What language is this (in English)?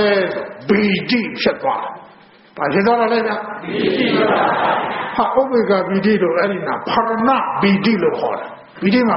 Burmese